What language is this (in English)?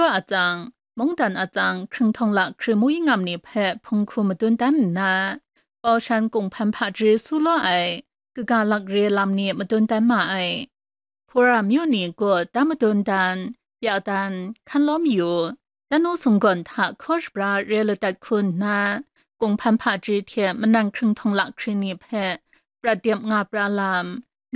Kachin